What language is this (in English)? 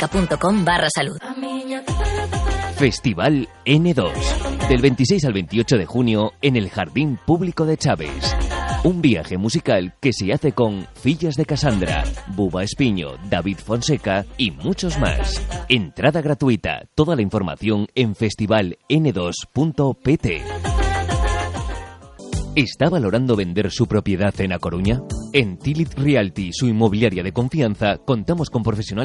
Spanish